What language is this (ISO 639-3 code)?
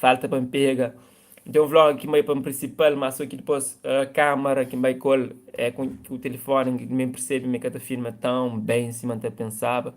kea